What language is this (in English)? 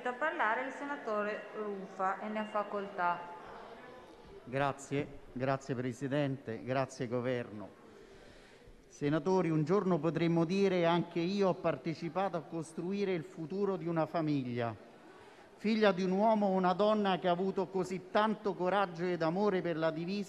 Italian